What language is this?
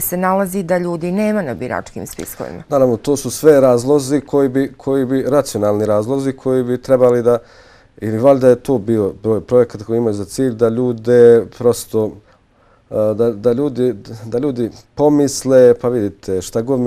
Bosnian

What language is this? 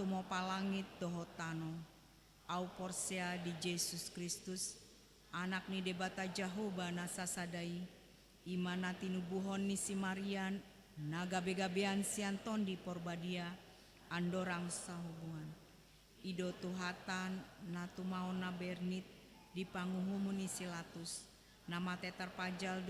Batak Toba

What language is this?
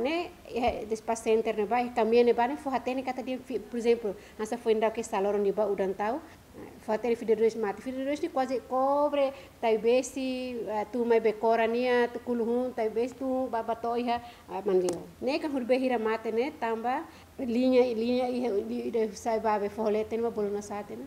Tetum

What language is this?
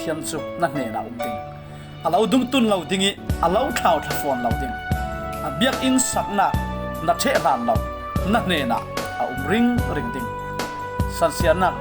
Falam Chin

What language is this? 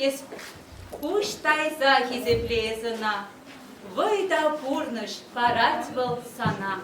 Chuvash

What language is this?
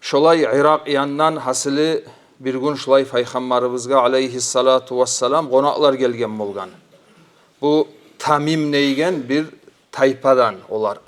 Kumyk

